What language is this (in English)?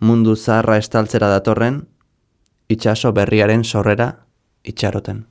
Basque